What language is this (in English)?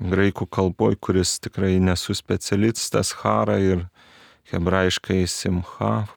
Lithuanian